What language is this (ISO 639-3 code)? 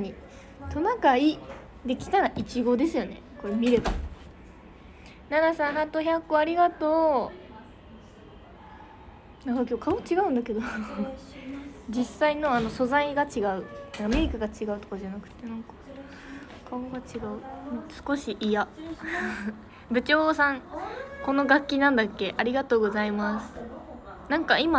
jpn